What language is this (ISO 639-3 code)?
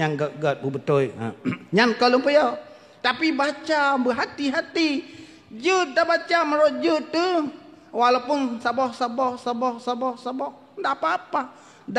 ace